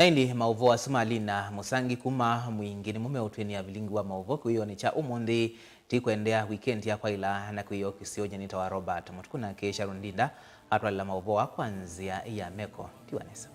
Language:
Kamba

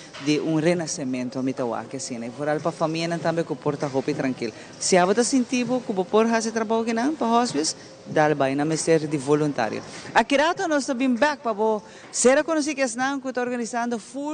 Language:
Papiamento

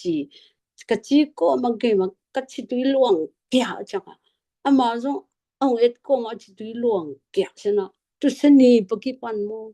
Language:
Tedim Chin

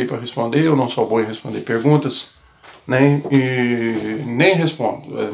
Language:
Portuguese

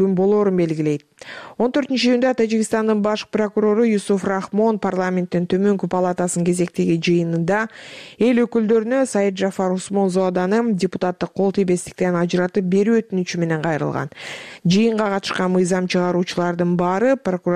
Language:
Kyrgyz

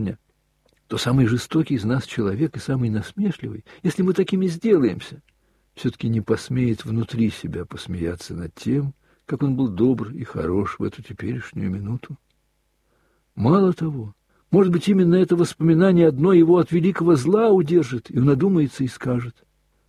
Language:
Russian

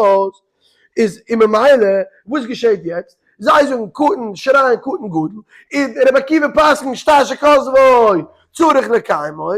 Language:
Yiddish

